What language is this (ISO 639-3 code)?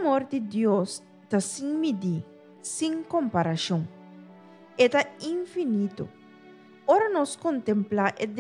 pap